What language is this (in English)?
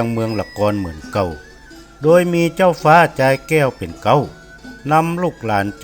Northern Thai